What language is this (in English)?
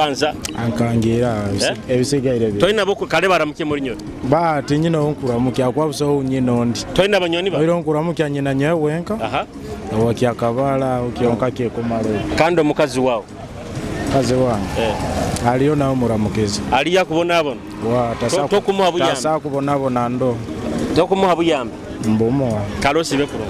Nyoro